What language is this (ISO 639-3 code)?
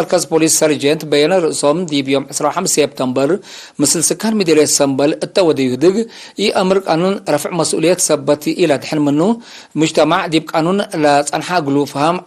tig